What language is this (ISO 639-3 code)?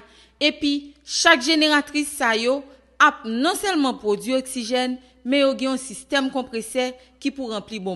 hat